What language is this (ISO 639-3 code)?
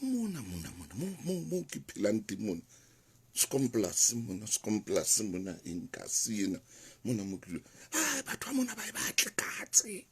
sot